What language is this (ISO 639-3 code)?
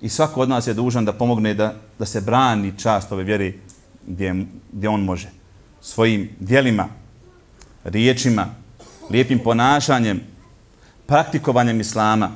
bos